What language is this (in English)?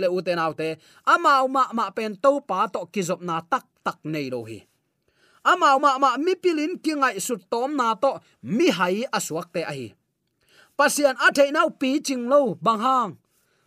Tedim Chin